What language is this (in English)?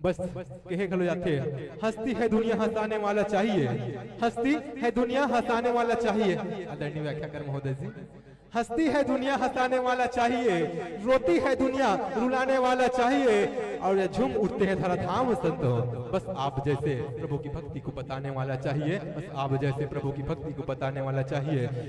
Chhattisgarhi